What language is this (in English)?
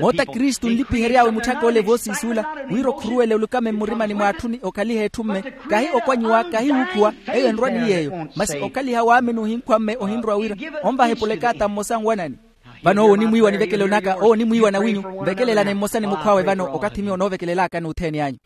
Makhuwa